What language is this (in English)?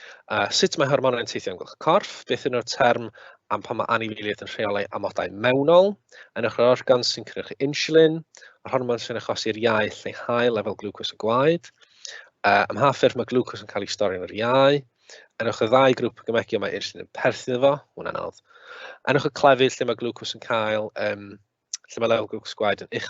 Welsh